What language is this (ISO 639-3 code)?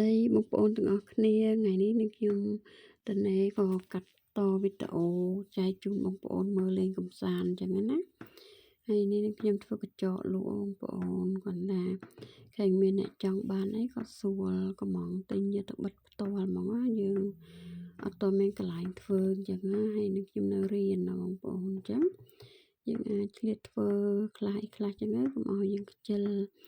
khm